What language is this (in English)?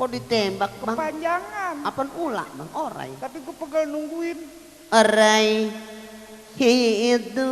Betawi